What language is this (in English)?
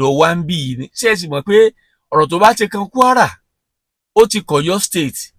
Yoruba